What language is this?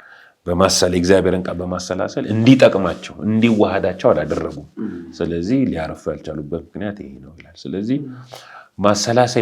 Amharic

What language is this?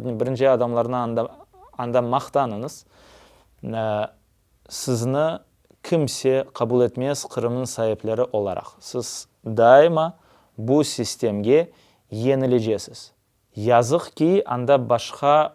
Crimean Tatar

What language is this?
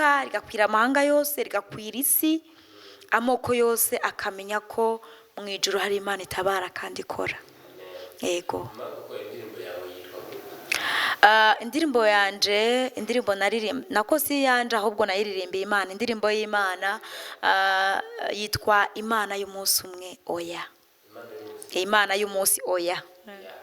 Rundi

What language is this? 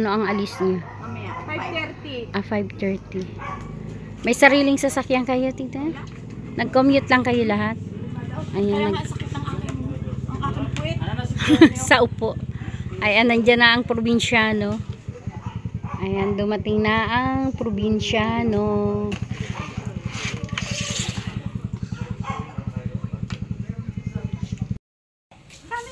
Filipino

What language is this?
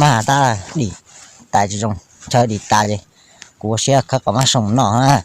Hmong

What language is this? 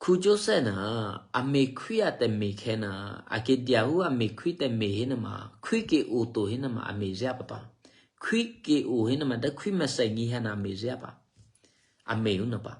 Eastern Kayah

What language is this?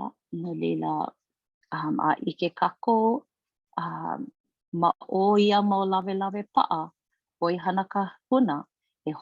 Hawaiian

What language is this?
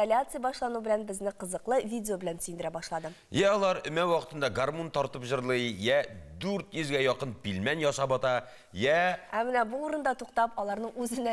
Tatar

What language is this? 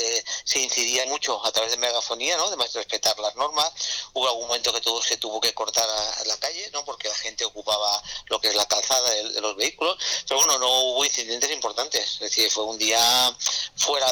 Spanish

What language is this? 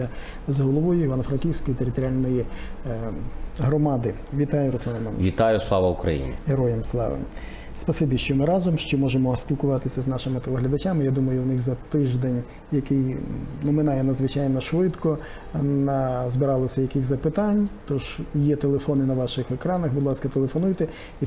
Ukrainian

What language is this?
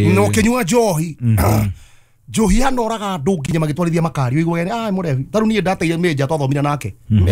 Kikuyu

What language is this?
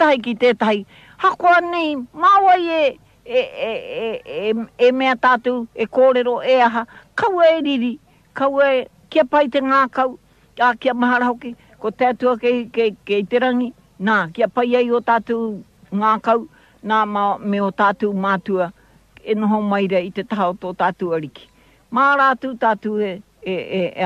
Māori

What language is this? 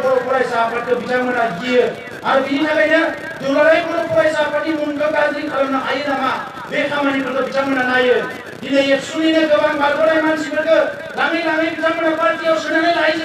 Bodo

